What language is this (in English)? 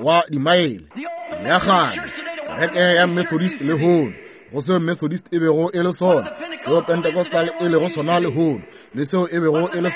Northern Sotho